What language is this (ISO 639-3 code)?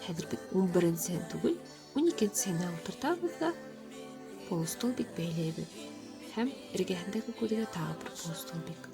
bak